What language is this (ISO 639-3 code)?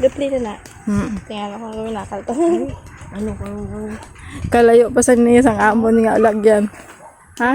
hil